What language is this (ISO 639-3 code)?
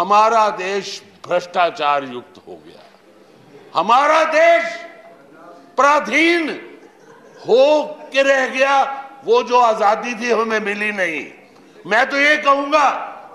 hin